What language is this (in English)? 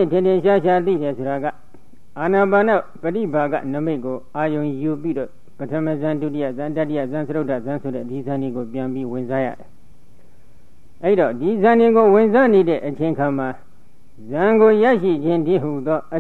Burmese